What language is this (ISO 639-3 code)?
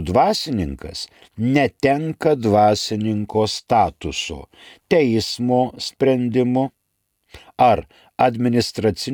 lit